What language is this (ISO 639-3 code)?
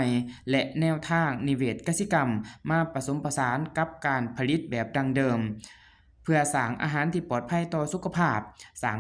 lao